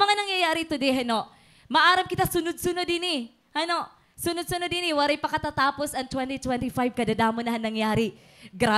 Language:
Waray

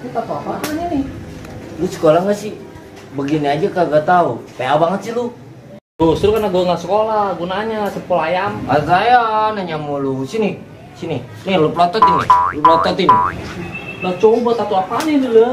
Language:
Betawi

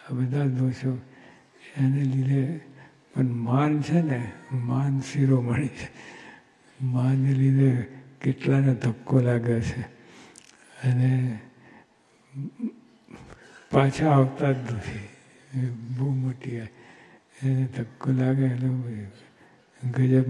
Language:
Gujarati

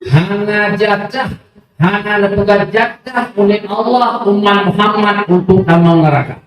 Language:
Achinese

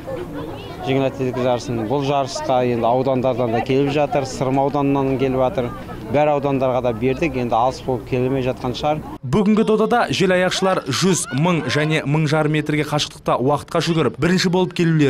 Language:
Kazakh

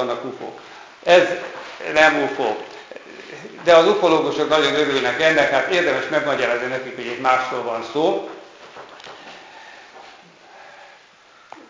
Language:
Hungarian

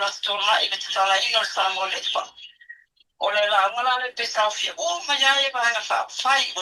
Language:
Samoan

